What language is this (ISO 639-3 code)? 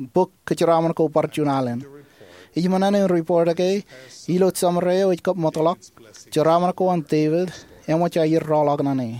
mah